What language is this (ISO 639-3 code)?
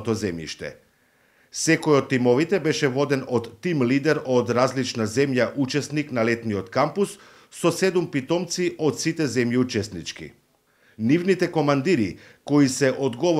mkd